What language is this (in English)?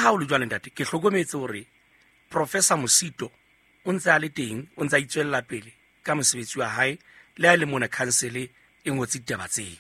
Southern Sotho